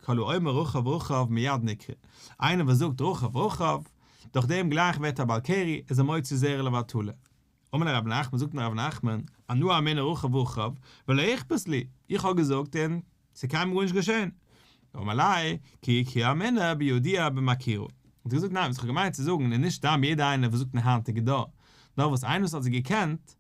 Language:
Yiddish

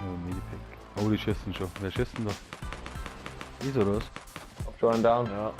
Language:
Bavarian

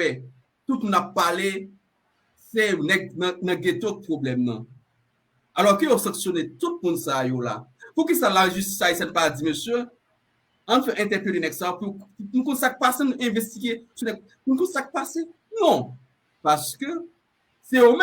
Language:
Haitian Creole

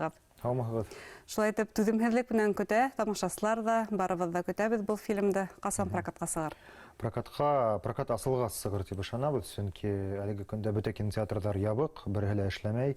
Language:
Bashkir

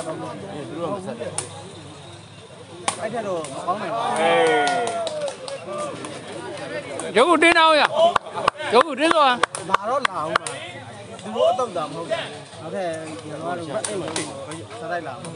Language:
Burmese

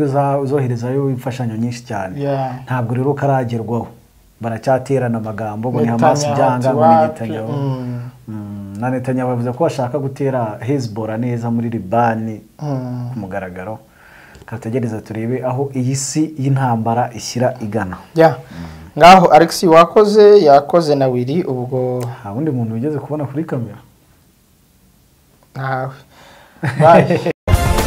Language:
Kinyarwanda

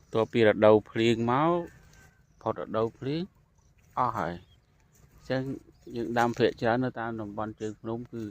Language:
Khmer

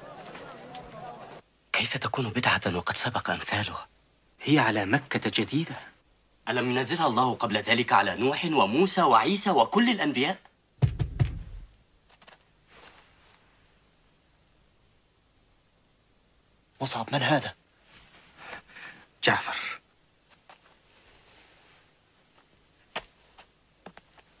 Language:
Arabic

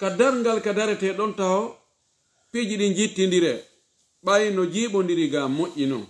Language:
Pular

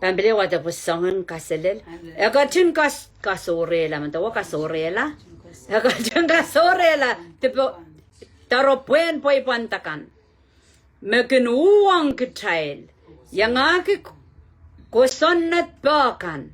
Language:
Pohnpeian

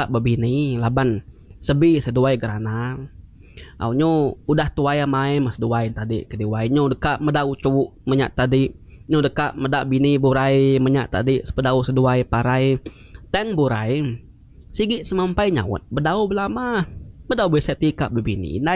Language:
Iban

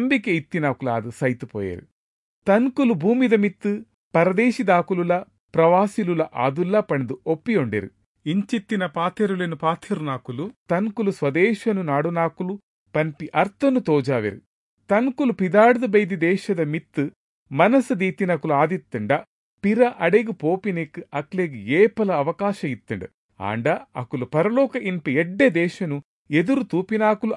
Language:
Tulu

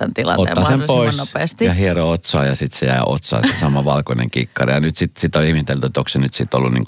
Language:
Finnish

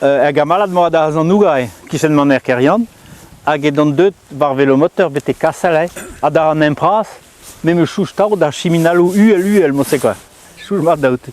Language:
Breton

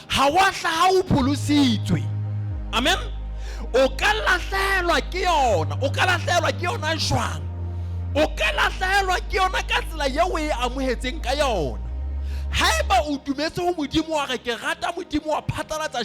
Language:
Southern Sotho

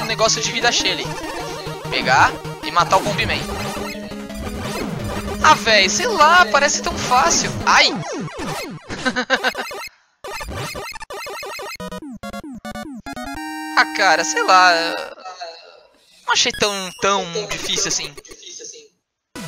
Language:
Portuguese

